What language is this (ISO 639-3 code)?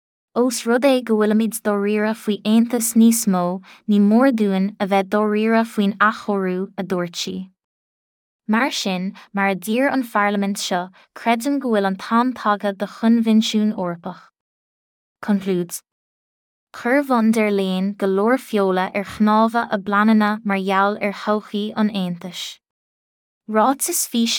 gle